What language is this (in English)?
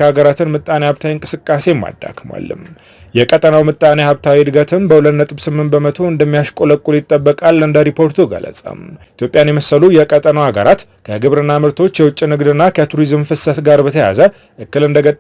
Amharic